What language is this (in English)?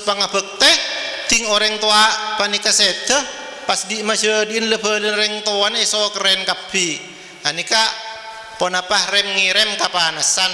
Madurese